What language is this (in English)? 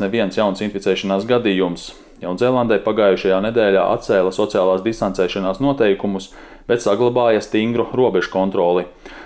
Latvian